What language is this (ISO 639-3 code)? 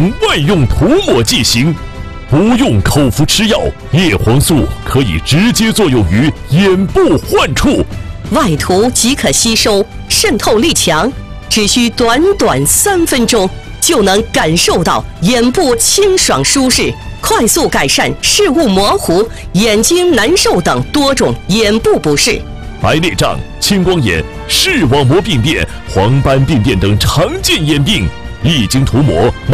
zho